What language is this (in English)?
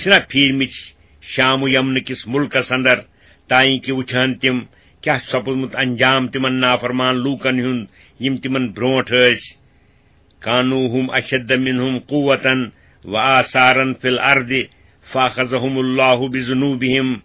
Kashmiri